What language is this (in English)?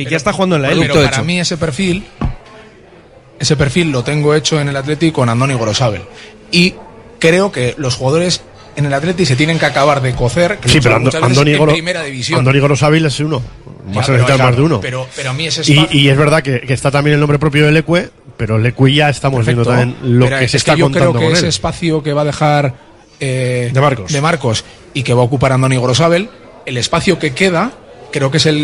Spanish